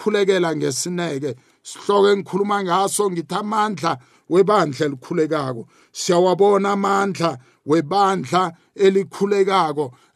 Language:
South Ndebele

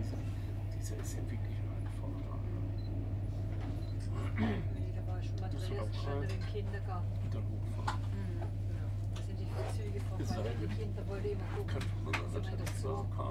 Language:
German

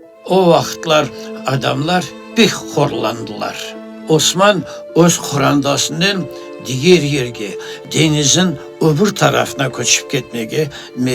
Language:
Crimean Tatar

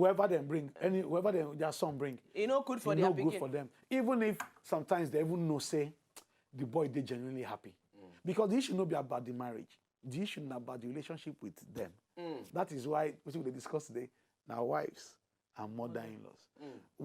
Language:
Nigerian Pidgin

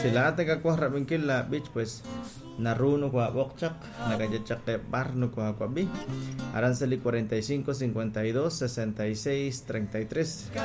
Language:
Kekchí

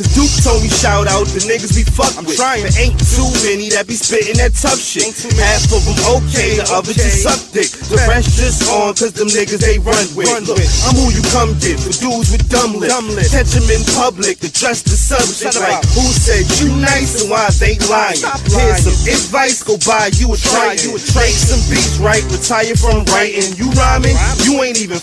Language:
English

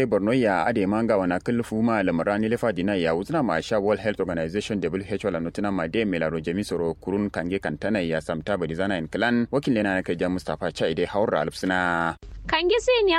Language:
Kanuri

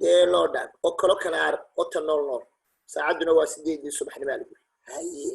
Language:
Somali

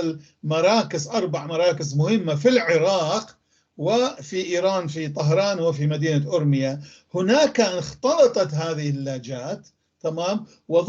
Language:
North Levantine Arabic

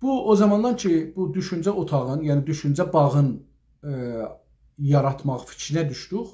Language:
South Azerbaijani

